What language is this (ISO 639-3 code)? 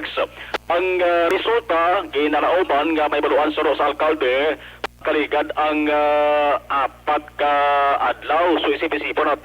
hil